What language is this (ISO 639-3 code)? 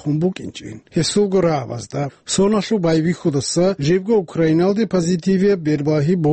ava